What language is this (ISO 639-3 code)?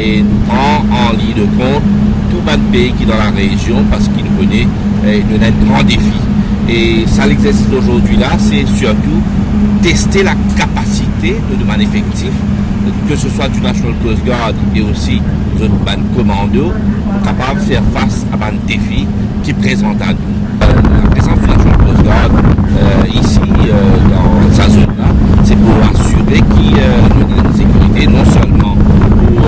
mfe